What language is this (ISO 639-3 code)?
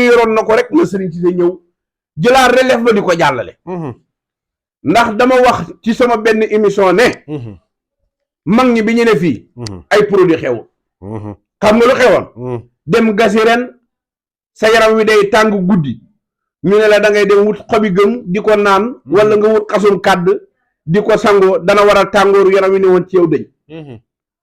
wol